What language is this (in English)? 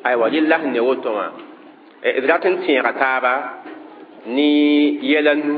Mossi